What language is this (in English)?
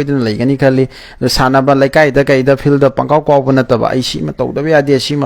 Manipuri